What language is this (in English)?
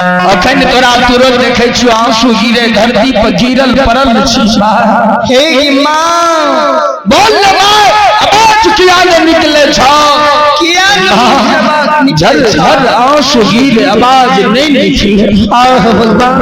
Maithili